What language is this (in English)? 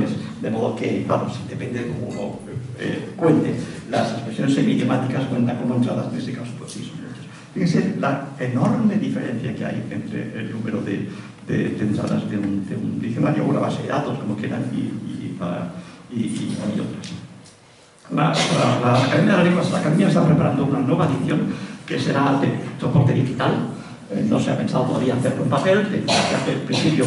Spanish